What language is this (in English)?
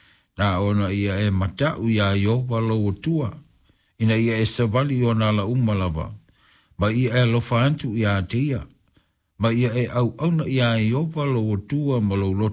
Samoan